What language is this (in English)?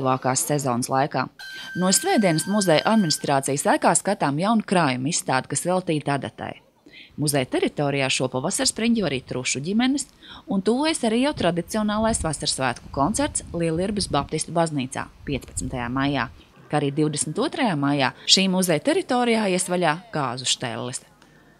Latvian